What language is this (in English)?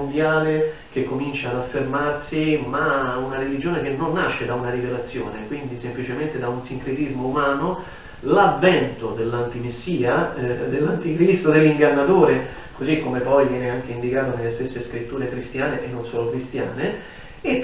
Italian